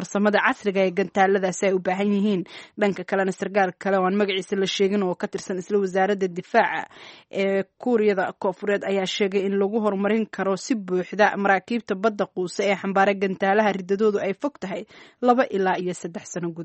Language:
Somali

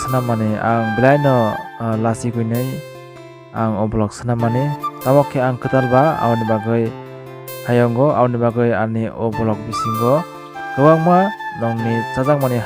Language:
Kok Borok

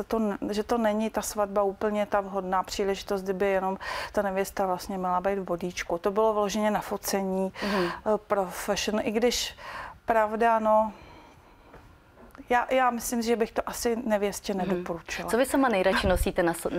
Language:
Czech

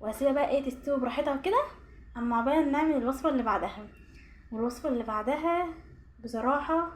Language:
Egyptian Arabic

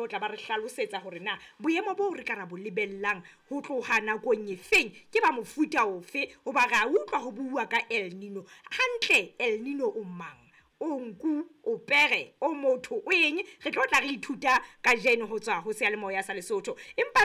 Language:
Southern Sotho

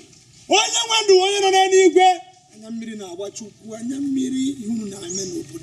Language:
Igbo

